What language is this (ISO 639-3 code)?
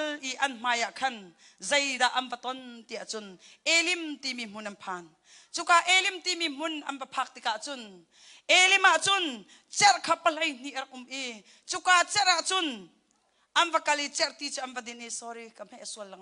cnh